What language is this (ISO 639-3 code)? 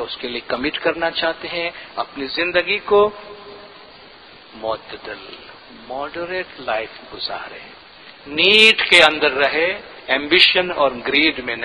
urd